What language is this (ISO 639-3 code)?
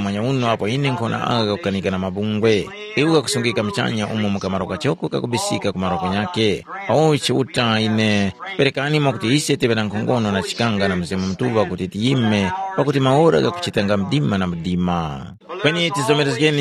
tum